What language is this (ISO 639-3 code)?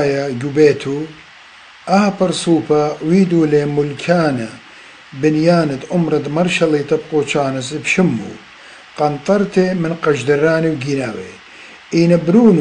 aii